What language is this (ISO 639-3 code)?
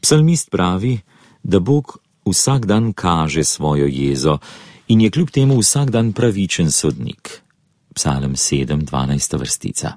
slv